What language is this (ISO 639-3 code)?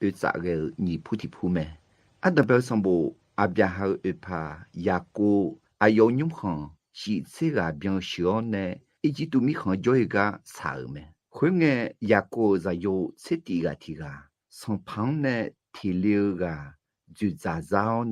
ahk